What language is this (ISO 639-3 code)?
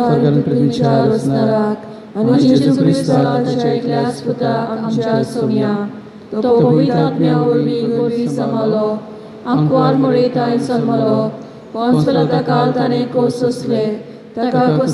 kok